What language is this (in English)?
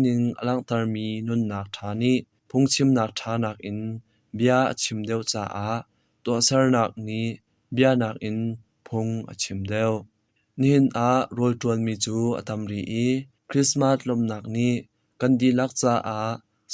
Hakha Chin